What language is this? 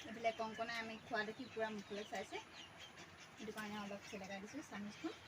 Assamese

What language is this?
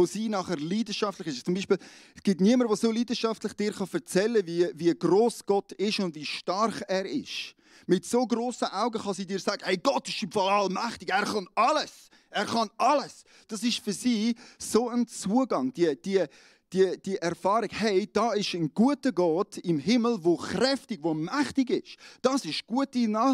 Swiss German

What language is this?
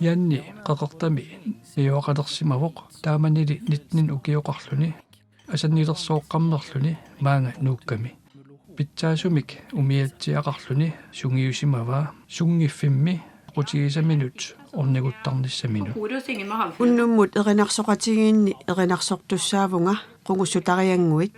Kalaallisut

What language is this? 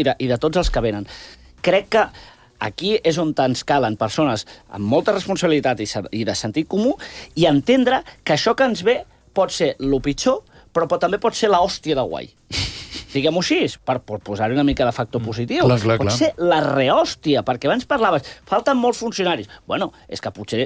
Catalan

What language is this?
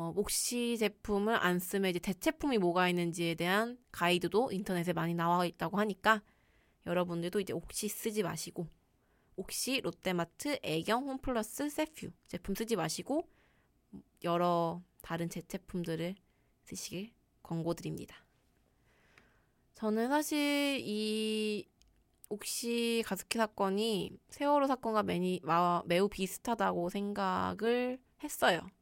Korean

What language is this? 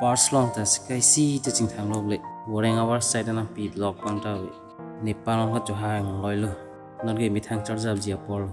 Karbi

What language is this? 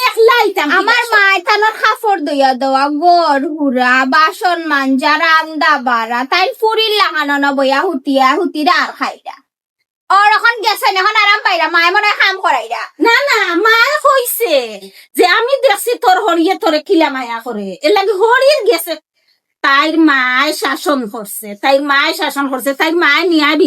Sylheti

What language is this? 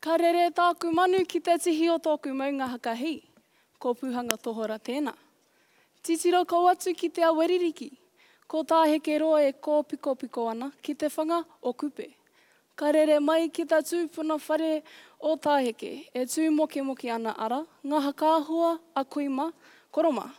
Māori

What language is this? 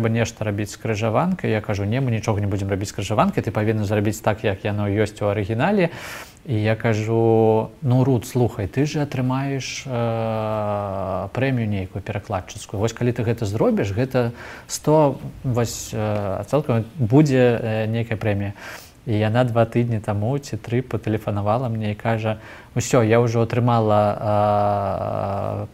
Belarusian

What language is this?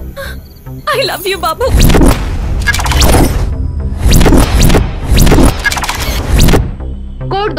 Bhojpuri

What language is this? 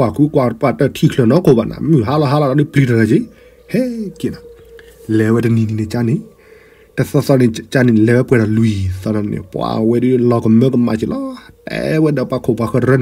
S'gaw Karen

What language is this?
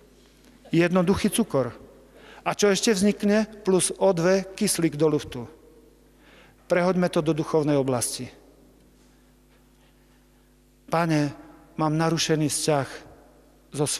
Slovak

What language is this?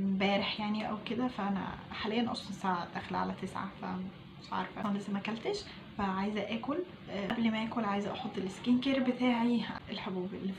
Egyptian Arabic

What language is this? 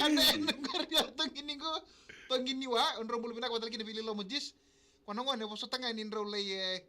Fijian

